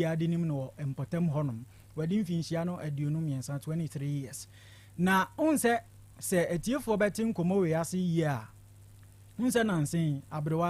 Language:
Akan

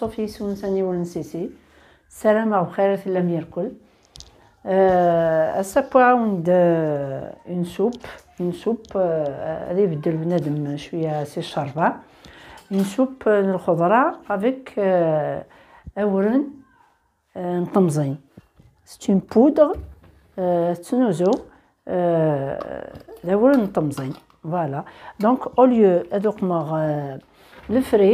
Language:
Kabyle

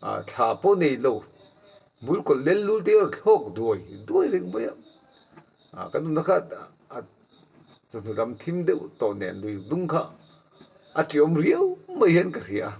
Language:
Mizo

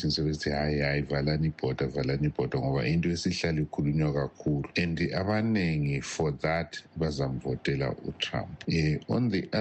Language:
North Ndebele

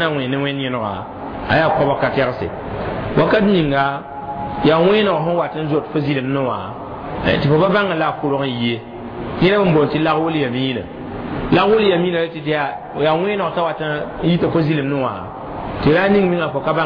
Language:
Mossi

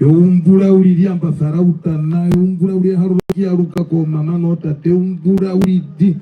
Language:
Herero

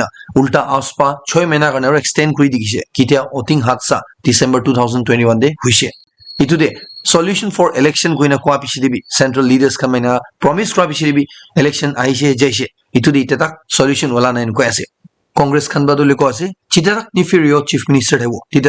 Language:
Naga Pidgin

